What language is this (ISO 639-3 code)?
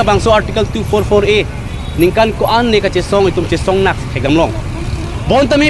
mjw